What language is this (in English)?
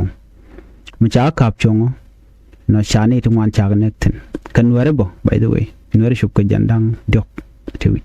Nuer